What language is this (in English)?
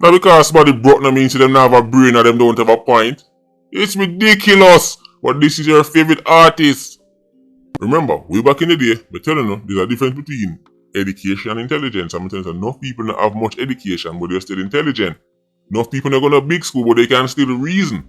Jamaican Creole English